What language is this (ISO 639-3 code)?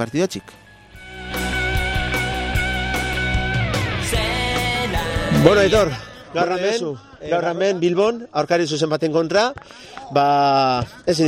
eus